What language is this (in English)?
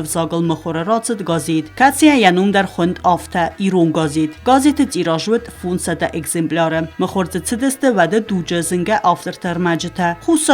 Ossetic